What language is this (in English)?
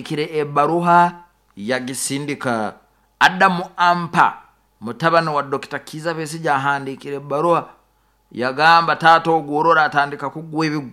Nyoro